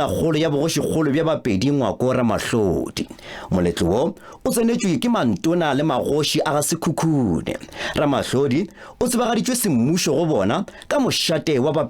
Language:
Northern Sotho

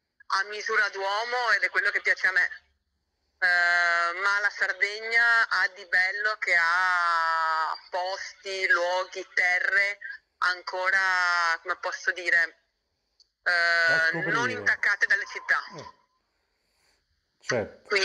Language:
Italian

